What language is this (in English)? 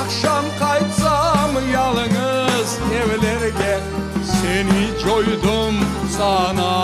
Crimean Tatar